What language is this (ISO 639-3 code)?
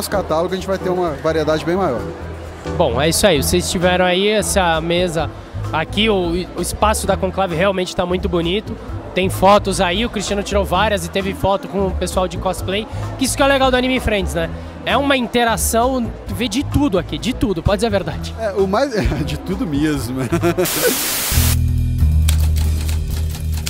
por